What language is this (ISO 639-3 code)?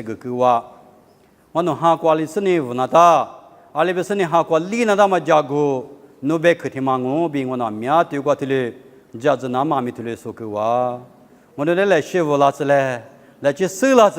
lis